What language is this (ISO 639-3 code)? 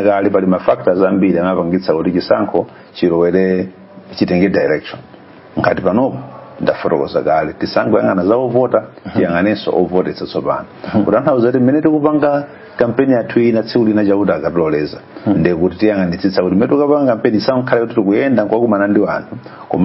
nya